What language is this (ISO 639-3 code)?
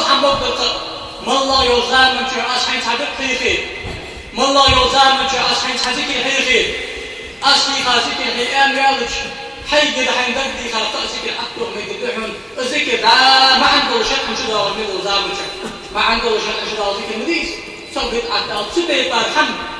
inh